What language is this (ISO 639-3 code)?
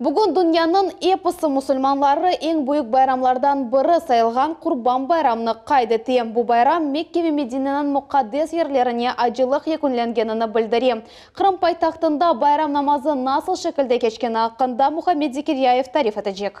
crh